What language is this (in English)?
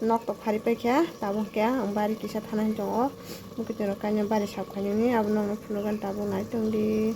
Kok Borok